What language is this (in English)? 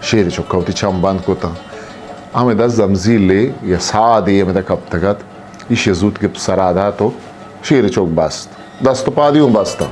Eastern Balochi